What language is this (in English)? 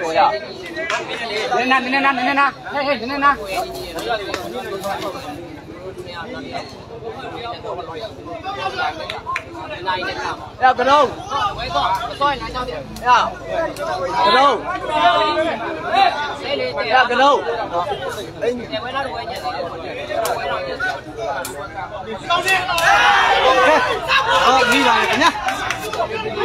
Burmese